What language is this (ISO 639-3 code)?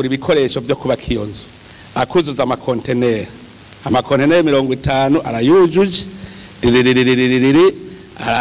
run